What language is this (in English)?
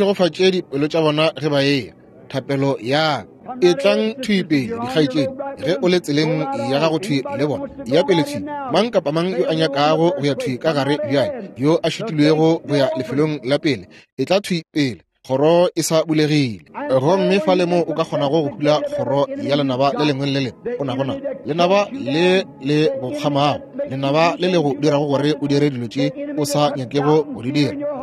Northern Sotho